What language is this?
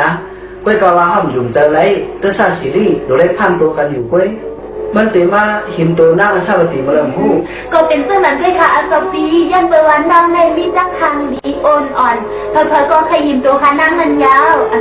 Shan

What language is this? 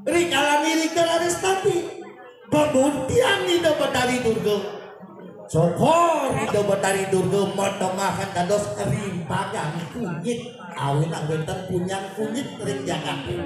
Balinese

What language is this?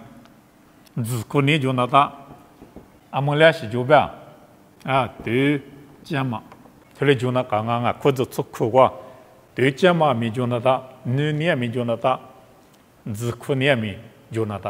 Lisu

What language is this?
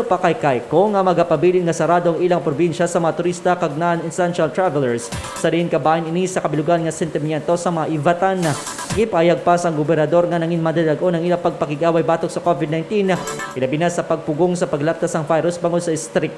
Hiligaynon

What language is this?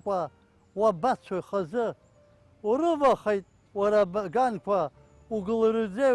Abkhazian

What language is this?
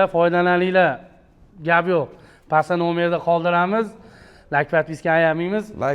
Uzbek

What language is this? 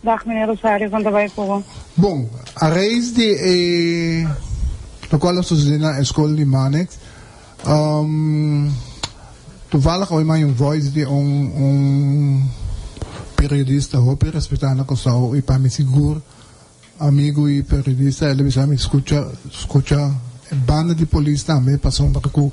Papiamento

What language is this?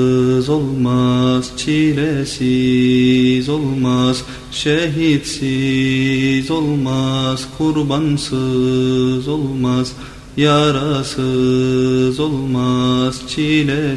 Turkish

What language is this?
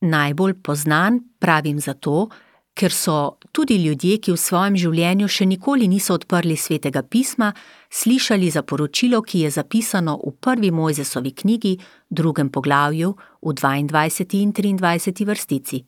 Slovenian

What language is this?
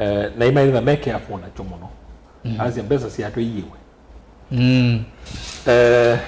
Kamba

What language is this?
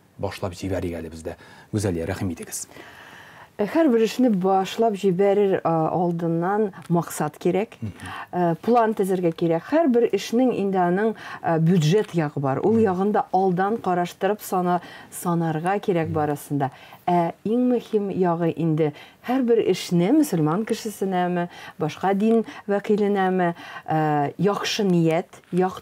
Tatar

